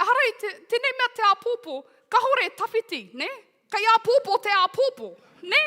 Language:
Māori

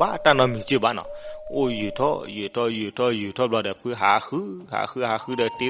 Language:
S'gaw Karen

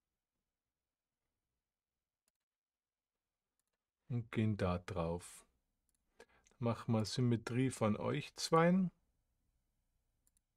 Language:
German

